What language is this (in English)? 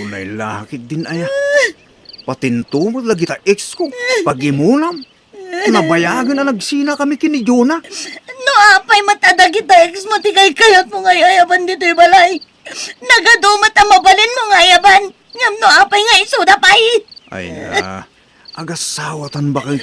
Iloko